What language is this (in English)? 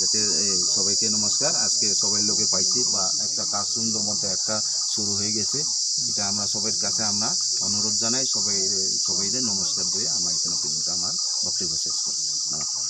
Riang (India)